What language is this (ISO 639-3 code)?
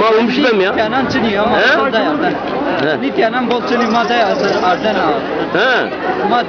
zza